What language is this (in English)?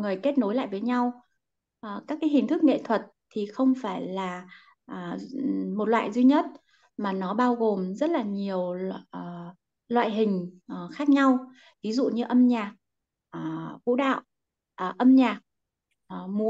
Vietnamese